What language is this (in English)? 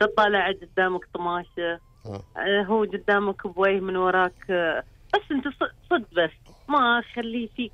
Gulf Arabic